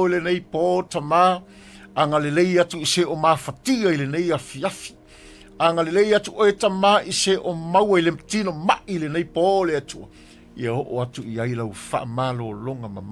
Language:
Samoan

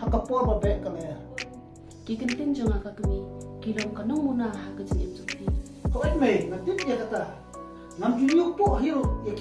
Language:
Khasi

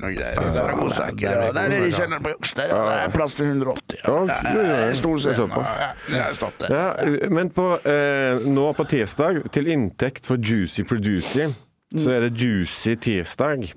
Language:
Norwegian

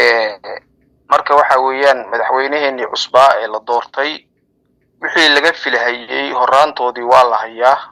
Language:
Somali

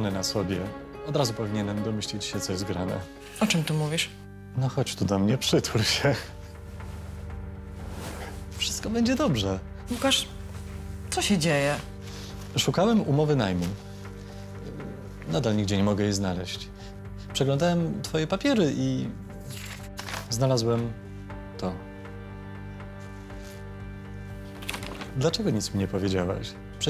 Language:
Polish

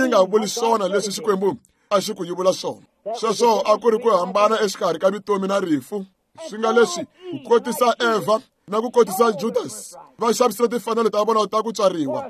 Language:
Tsonga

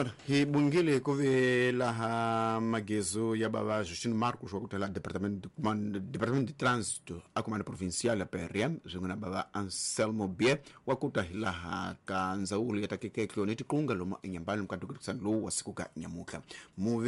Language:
Tsonga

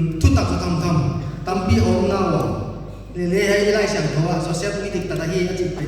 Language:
Paite Chin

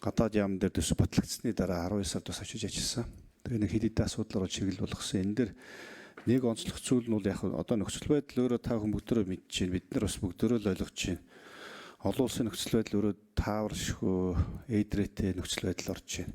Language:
Mongolian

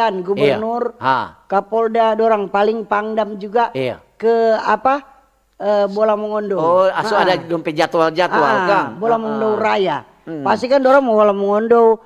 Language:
Manado Malay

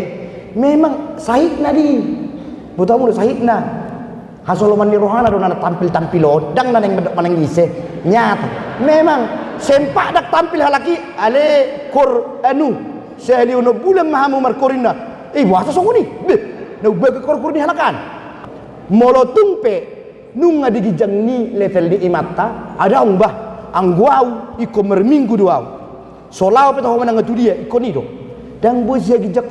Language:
Batak Toba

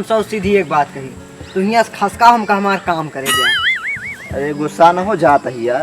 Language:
Awadhi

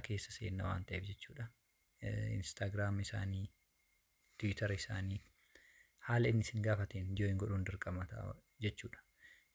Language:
Oromo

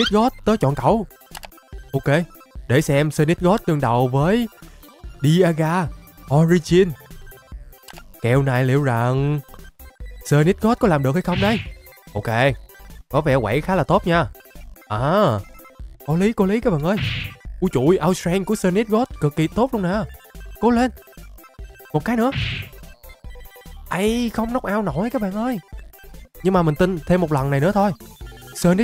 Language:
Vietnamese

